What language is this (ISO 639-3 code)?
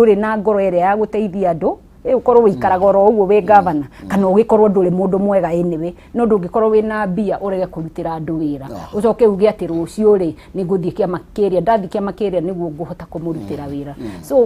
kik